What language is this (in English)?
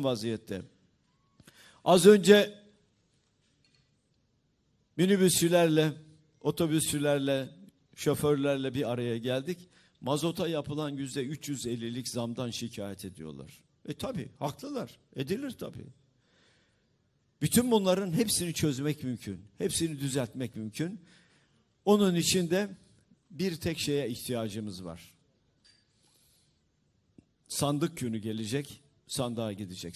Turkish